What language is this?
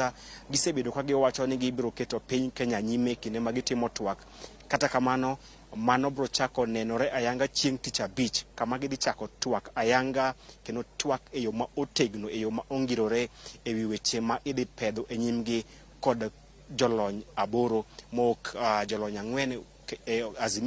Luo (Kenya and Tanzania)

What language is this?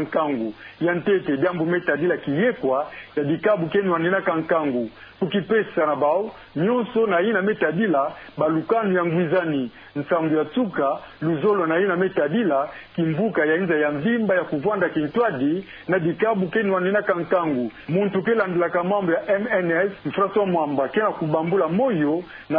Kituba (Democratic Republic of Congo)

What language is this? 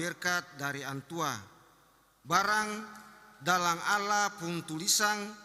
Ambonese Malay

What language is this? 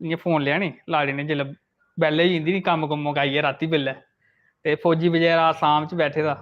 Dogri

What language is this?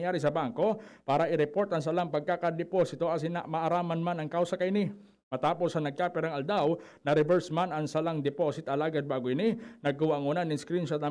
Bikol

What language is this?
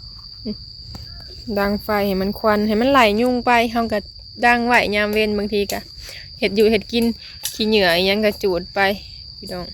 Lao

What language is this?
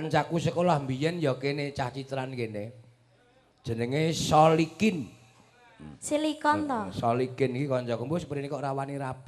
Javanese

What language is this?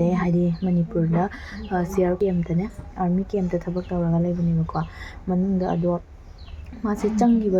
Manipuri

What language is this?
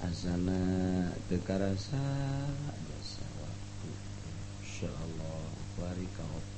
Sundanese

